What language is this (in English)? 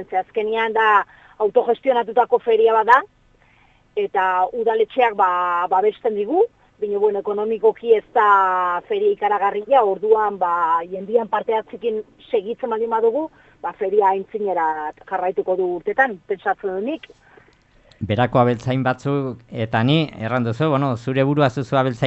Basque